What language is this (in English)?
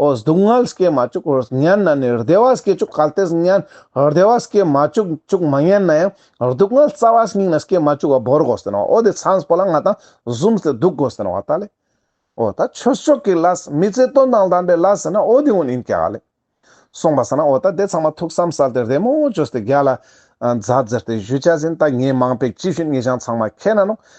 Ladakhi